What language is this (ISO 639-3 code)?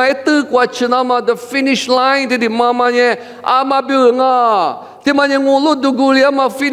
lis